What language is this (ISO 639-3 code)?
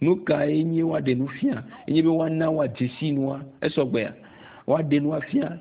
ewe